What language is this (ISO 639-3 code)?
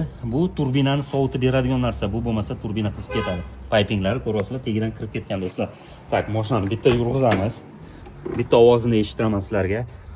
uzb